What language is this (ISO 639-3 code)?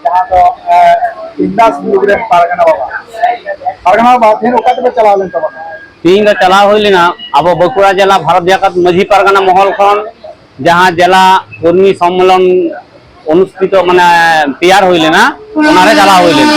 sat